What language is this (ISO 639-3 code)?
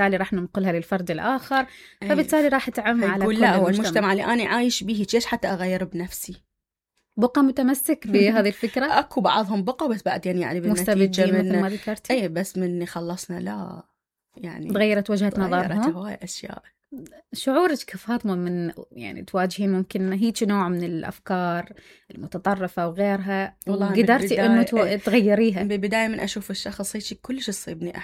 acm